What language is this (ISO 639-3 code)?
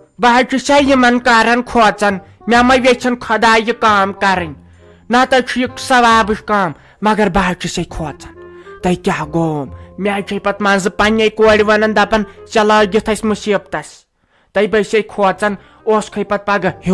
kas